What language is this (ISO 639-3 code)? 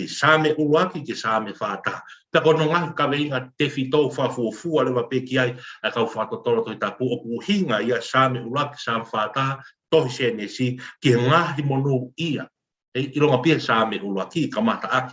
ton